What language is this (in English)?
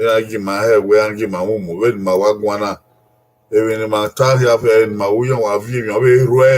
Bini